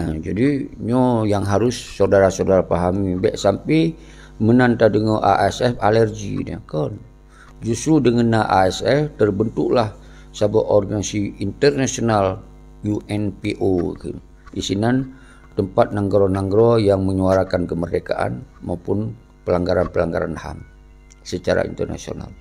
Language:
Achinese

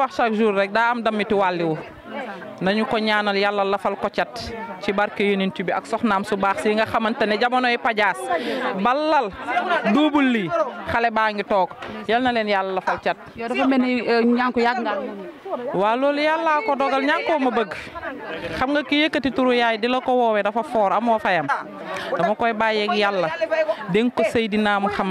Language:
Wolof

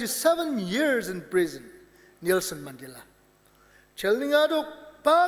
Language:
Ao Naga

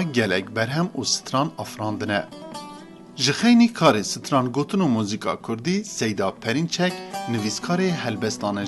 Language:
Kurdish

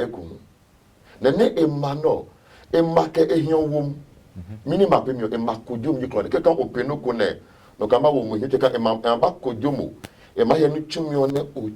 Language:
Adangme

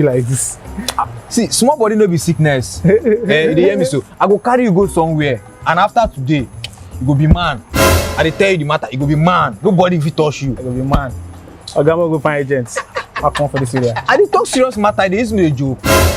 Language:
Nigerian Pidgin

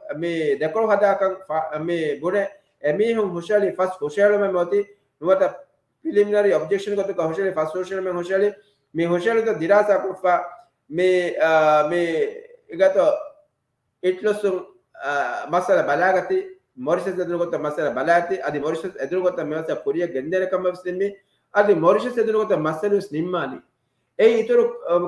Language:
Divehi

